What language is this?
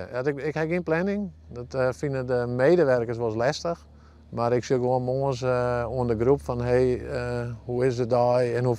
Western Frisian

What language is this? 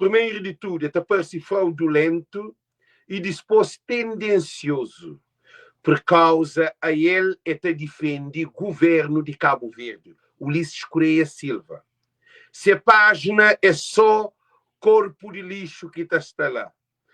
Kabuverdianu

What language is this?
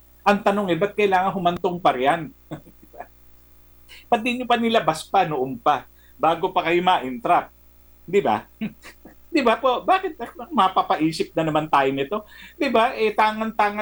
Filipino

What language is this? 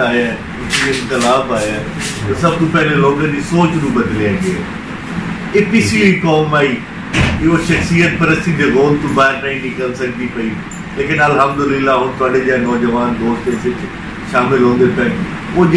Saraiki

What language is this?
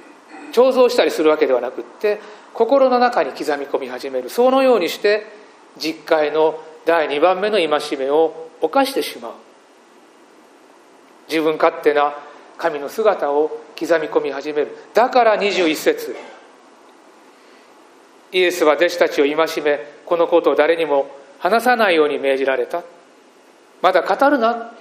Japanese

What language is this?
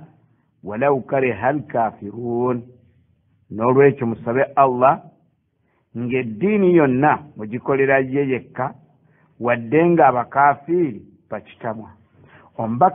Ganda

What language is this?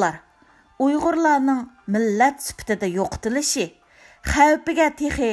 Uyghur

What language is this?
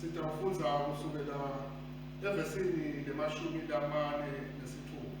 Swati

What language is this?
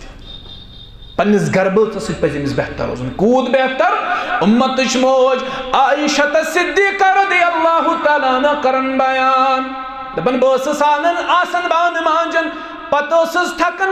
Kashmiri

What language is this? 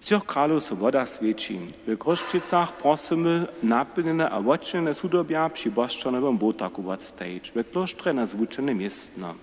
Upper Sorbian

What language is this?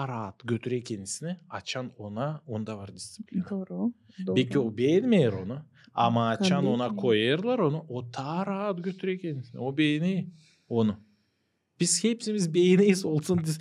Gagauz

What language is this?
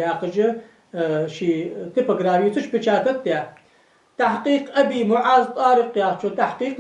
Ingush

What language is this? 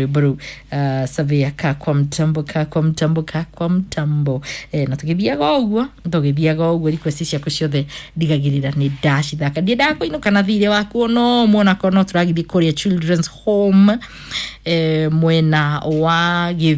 Kikuyu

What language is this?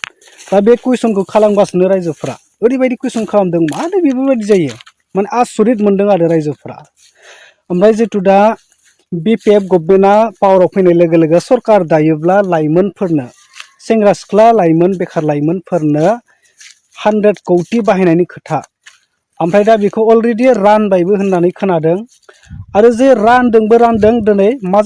Bodo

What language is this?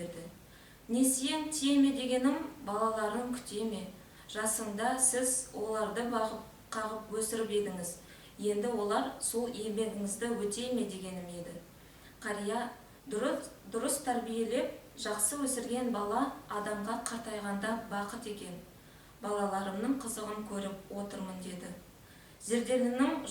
Kazakh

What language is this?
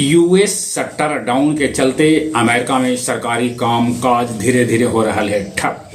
Magahi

